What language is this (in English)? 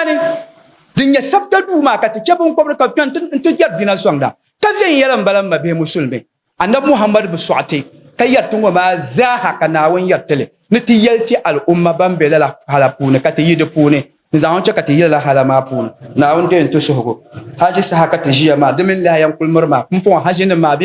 Dagbani